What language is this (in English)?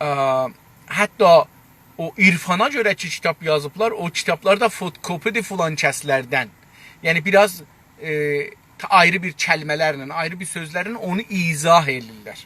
South Azerbaijani